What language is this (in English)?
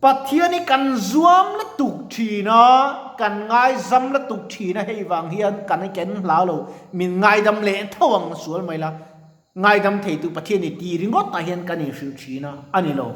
Mizo